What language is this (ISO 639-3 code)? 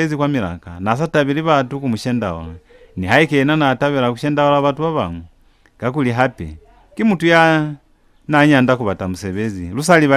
loz